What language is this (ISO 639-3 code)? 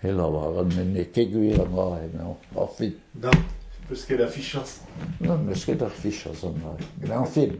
bre